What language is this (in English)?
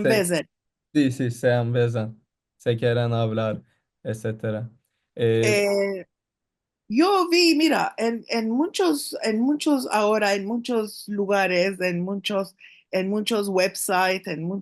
Ladino